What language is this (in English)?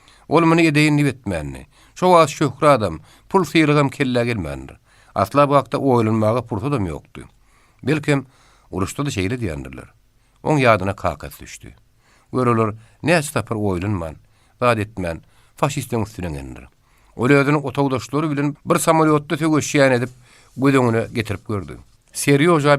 Turkmen